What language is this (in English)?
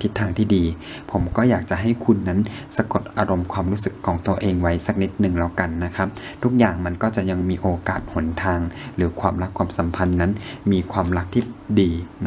Thai